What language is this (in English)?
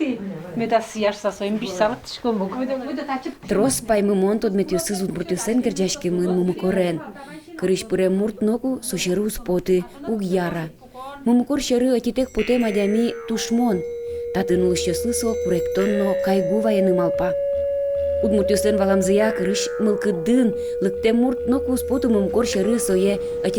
Udmurt